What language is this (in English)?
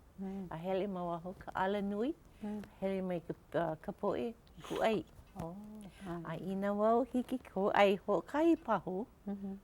Hawaiian